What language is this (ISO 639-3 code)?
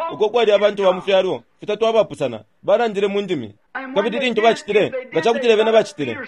bem